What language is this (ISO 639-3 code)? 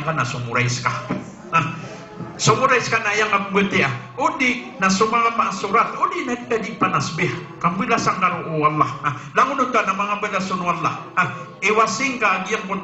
mrw